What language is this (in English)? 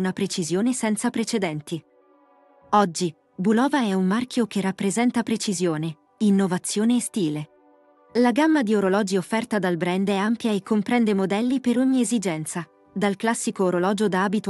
Italian